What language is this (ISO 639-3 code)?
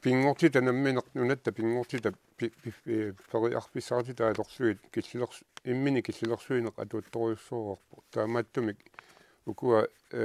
kal